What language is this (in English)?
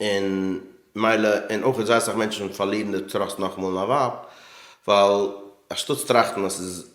Yiddish